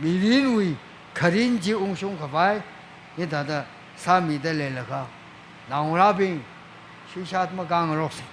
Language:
Tangkhul Naga (India)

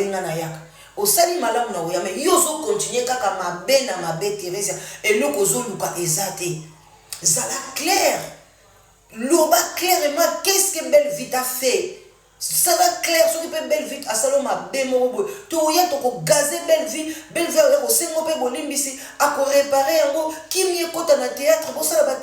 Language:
Lingala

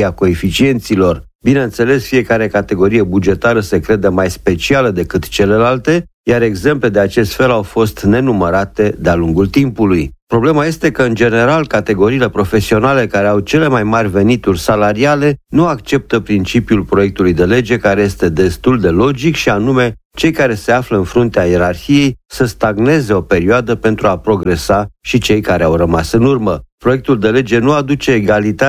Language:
Romanian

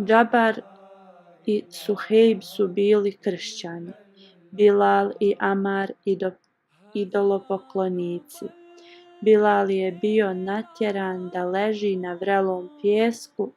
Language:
Bosnian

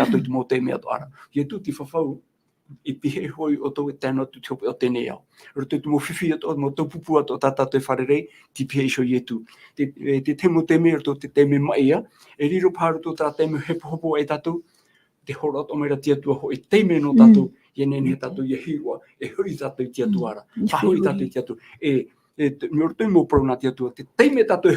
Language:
Tahitian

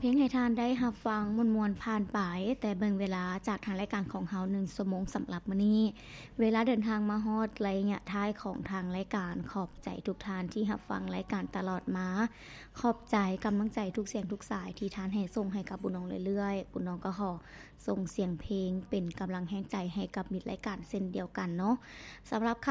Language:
Lao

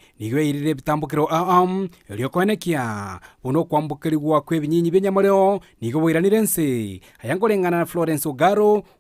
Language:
Gusii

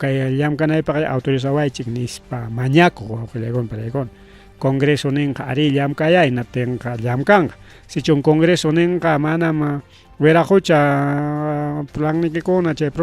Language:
Ayacucho Quechua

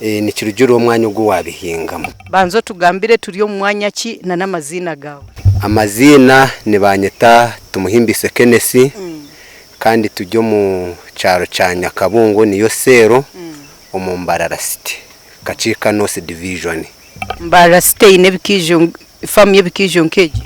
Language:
Nyankole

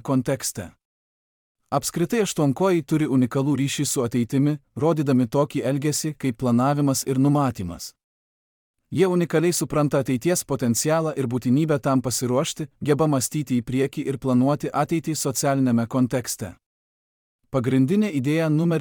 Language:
Lithuanian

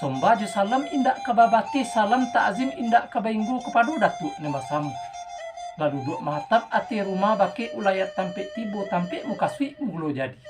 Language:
Minangkabau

